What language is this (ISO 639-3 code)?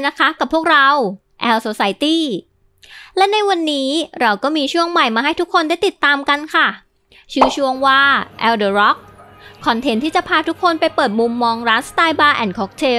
tha